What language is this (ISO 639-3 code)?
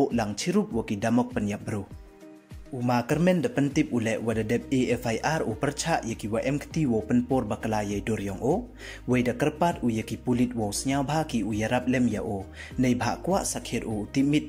pbv